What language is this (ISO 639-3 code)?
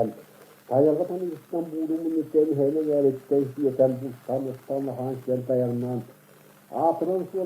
sah